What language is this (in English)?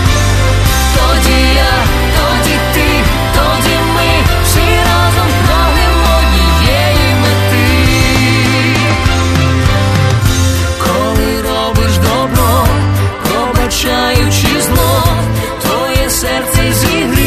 Ukrainian